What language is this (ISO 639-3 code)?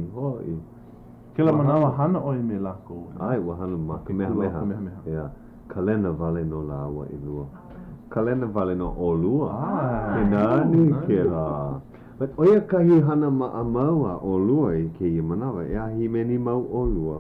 haw